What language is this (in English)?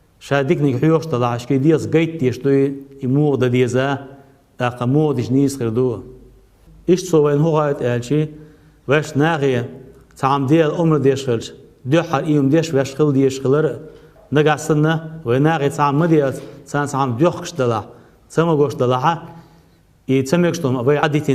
Chechen